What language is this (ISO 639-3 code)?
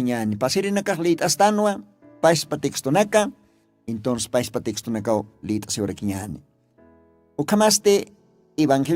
aym